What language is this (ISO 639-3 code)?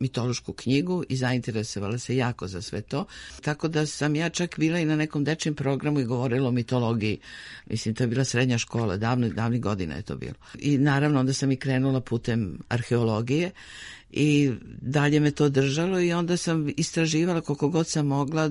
srp